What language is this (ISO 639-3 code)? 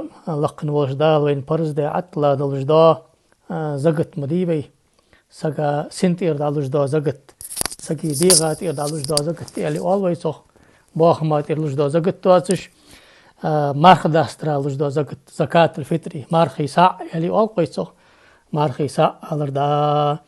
inh